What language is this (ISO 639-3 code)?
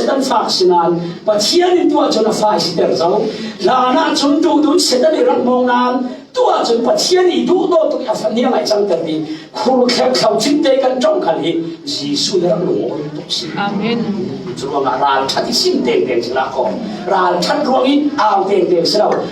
cfm